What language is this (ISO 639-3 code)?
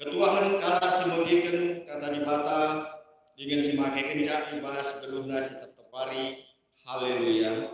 btx